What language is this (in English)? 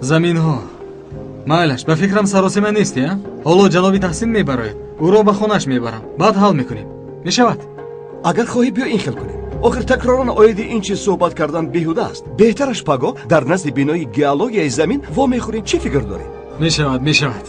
Tajik